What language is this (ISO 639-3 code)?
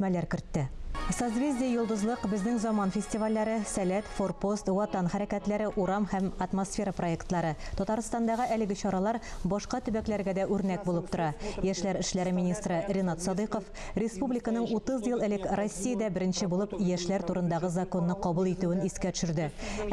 tat